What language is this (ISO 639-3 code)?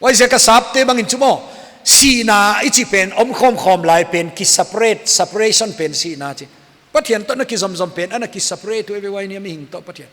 pck